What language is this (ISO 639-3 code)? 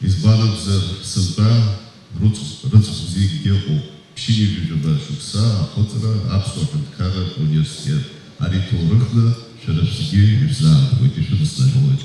abk